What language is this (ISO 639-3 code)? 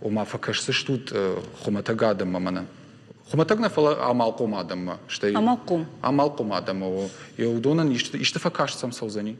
oss